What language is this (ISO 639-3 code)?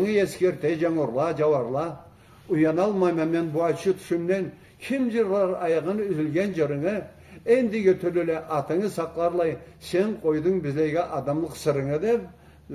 krc